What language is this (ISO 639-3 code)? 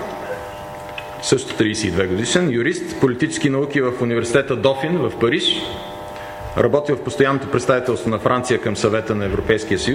bul